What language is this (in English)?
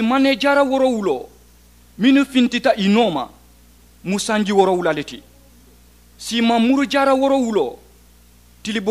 Mandingo